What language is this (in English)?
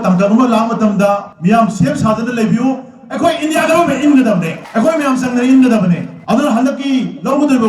Manipuri